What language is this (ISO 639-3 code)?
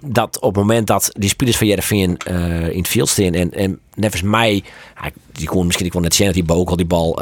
fry